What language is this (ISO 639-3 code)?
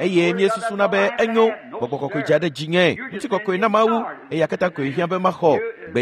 ewe